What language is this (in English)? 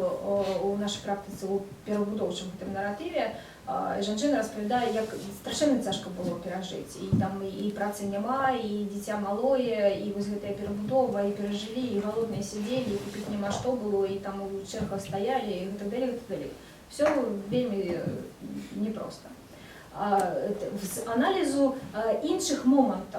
Belarusian